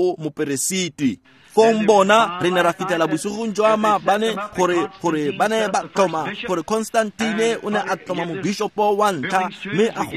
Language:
Tswana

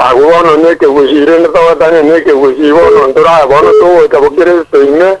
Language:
Gusii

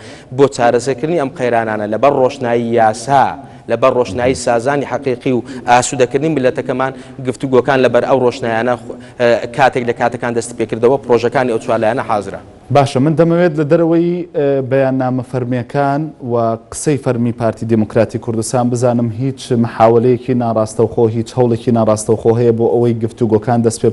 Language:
Central Kurdish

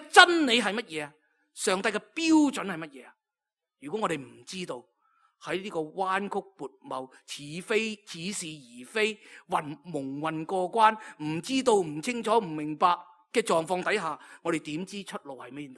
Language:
Cantonese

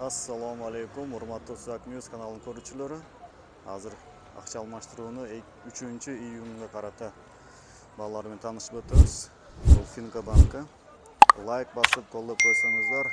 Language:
Kyrgyz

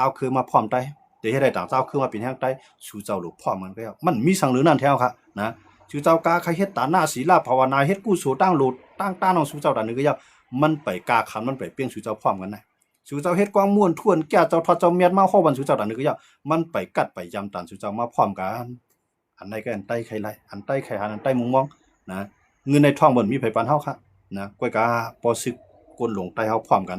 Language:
Shan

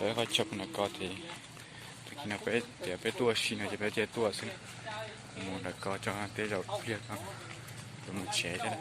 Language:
Hmong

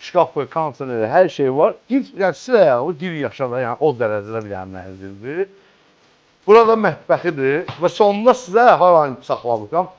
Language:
Azerbaijani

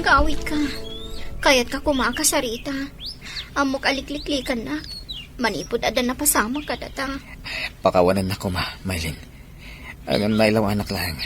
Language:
Iloko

